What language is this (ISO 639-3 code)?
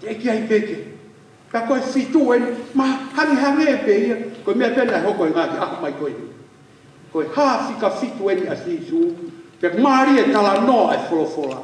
ton